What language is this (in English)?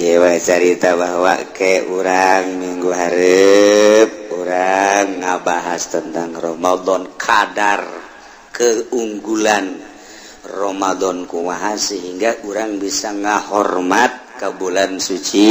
Sundanese